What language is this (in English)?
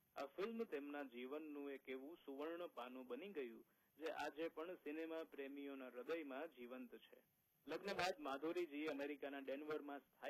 Gujarati